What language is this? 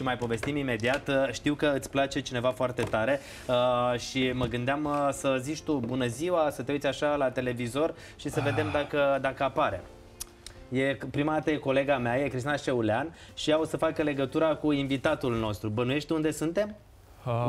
Romanian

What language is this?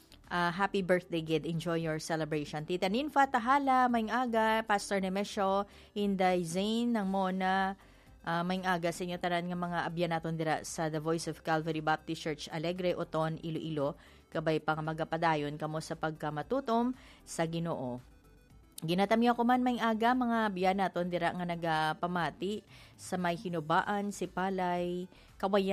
Hiligaynon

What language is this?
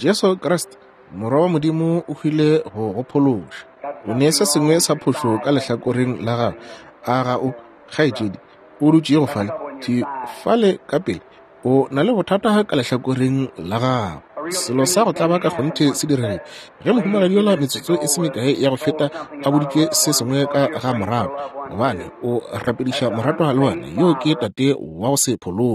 Northern Sotho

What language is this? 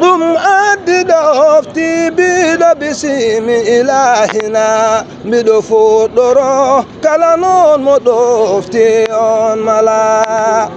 Fula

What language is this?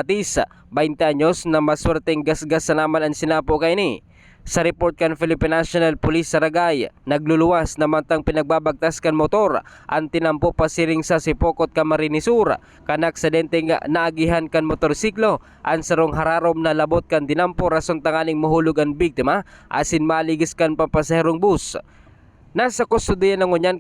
Bikol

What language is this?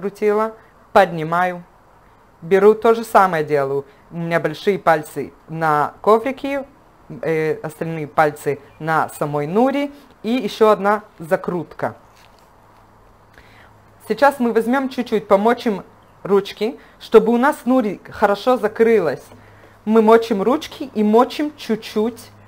Russian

